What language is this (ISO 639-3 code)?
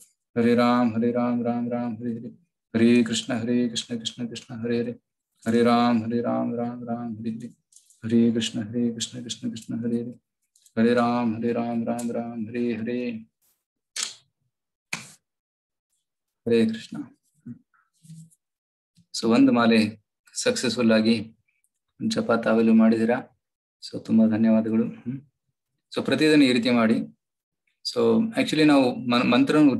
kan